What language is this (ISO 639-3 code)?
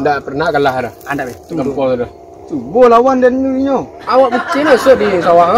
min